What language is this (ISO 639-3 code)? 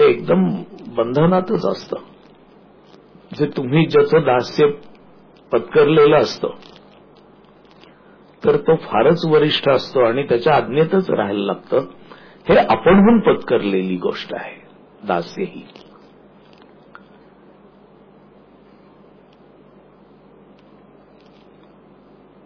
mar